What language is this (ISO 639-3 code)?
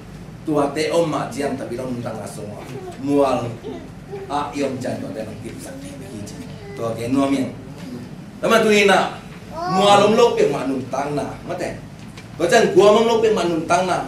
ctd